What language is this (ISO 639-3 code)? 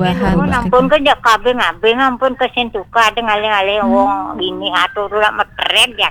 ban